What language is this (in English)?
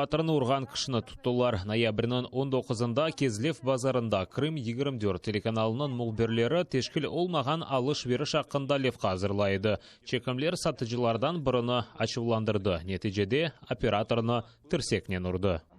Crimean Tatar